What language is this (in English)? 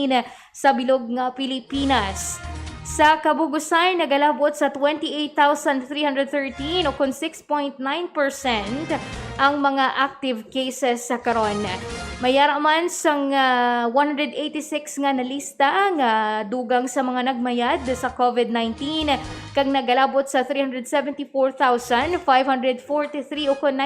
Hiligaynon